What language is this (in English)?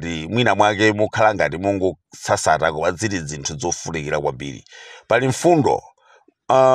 Nyanja